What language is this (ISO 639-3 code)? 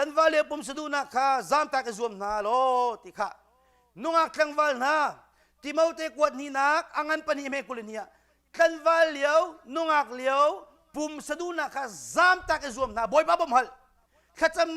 cnh